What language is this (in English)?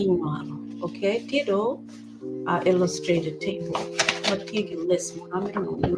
Acoli